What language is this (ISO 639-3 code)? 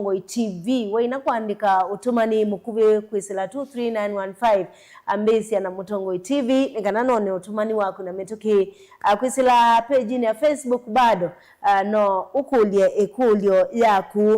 kam